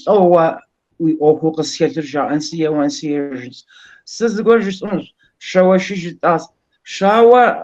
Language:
Kabardian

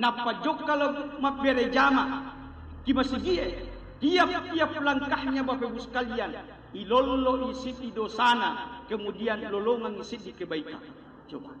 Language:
Buginese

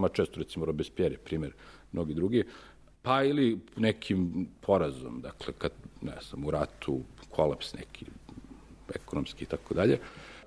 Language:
Serbian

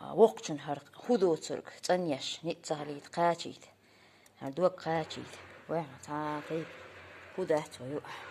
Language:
Chechen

